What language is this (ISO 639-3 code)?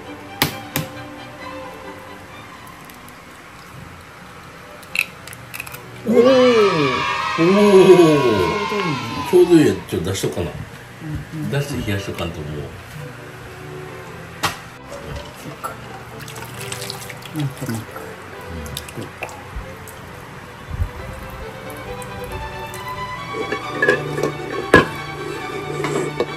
jpn